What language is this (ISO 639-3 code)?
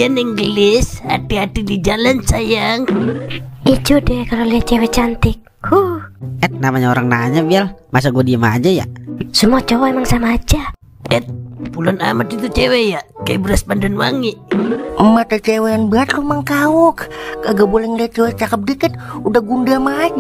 bew